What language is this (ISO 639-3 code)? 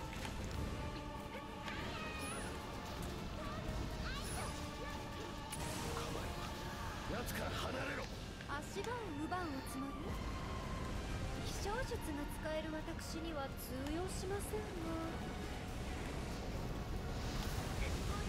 jpn